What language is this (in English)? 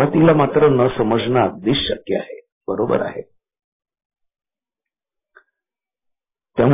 Marathi